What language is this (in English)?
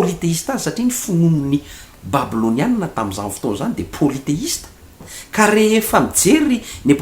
Malagasy